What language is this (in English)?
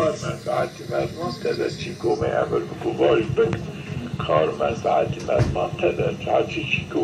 Zaza